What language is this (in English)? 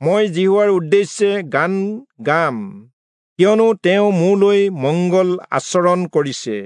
Assamese